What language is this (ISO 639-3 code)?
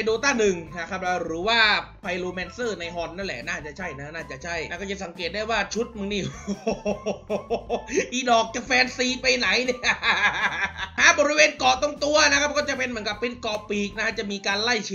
tha